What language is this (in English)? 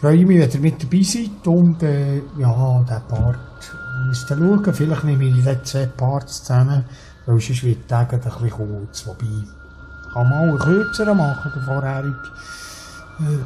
Swiss German